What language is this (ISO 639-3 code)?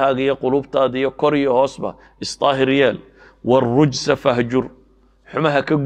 som